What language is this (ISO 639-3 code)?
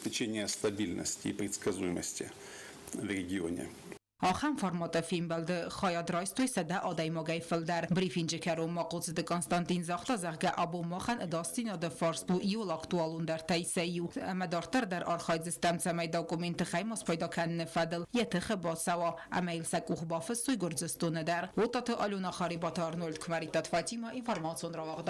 oss